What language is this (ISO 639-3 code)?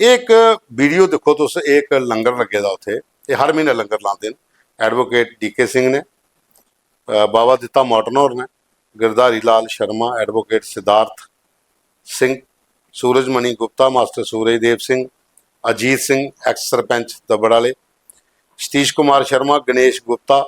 doi